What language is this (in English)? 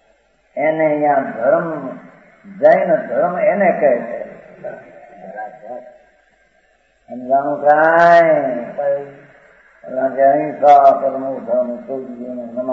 Gujarati